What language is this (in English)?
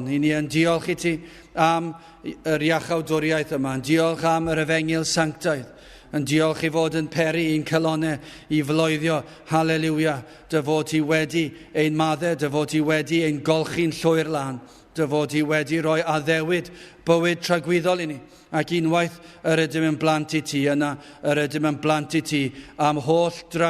Welsh